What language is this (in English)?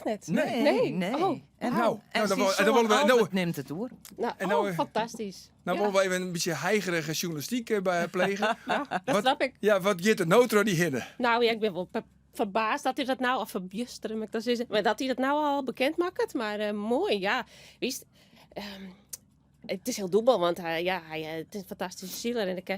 Western Frisian